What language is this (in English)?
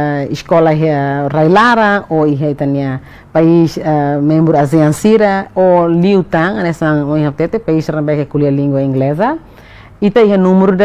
Tetum